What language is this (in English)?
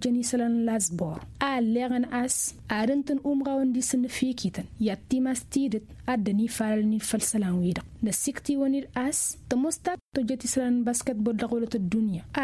Tamasheq